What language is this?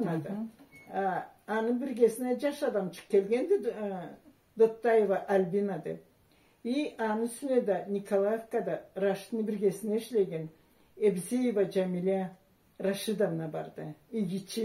Karachay-Balkar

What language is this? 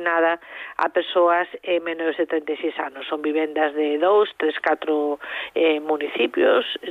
Galician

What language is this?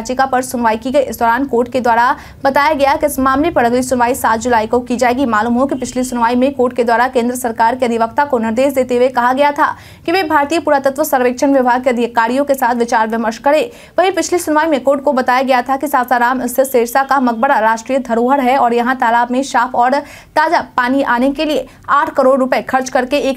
Hindi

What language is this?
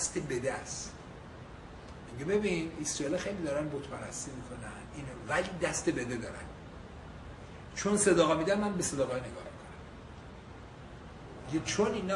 Persian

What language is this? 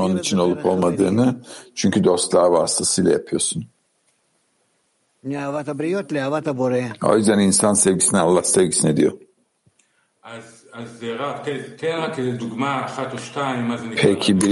Turkish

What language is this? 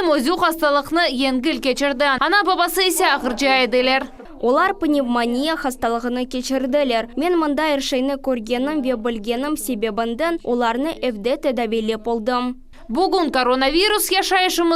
Crimean Tatar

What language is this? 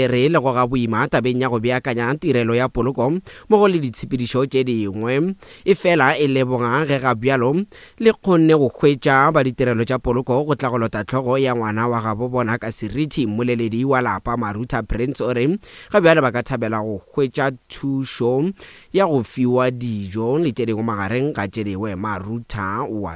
Northern Sotho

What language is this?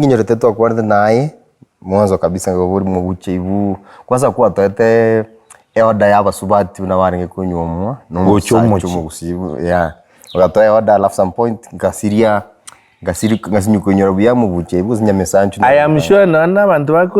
Gusii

